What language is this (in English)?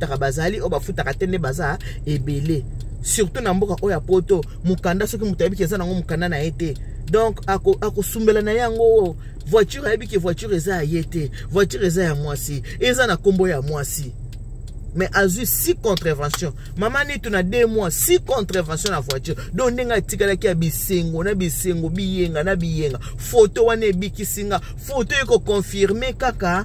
Lingala